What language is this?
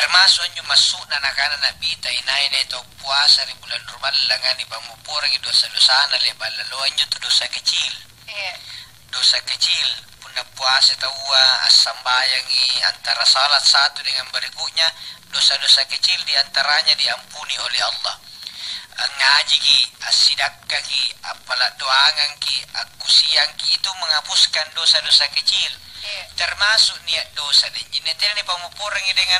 Makasar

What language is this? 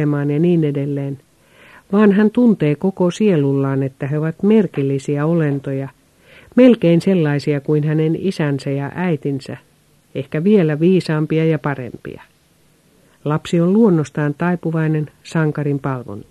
Finnish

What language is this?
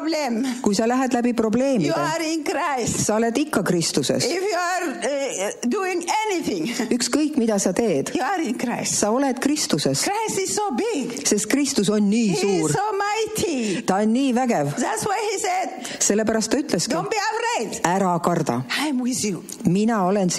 Estonian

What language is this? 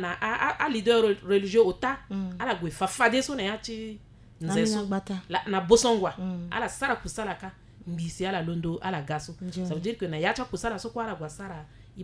Sango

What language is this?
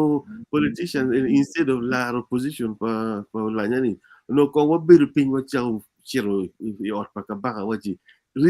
Acoli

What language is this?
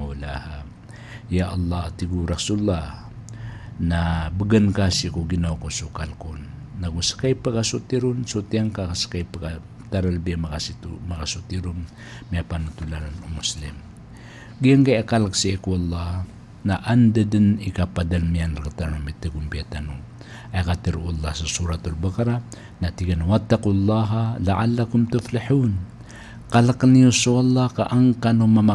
Maranao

